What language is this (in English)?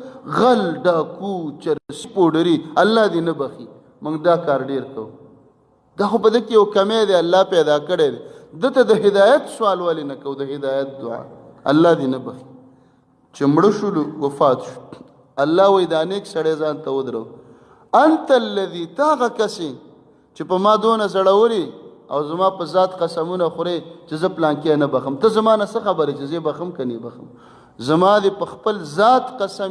Pashto